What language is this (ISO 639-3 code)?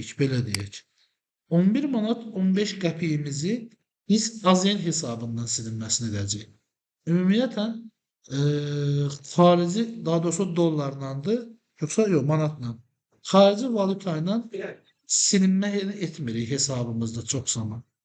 aze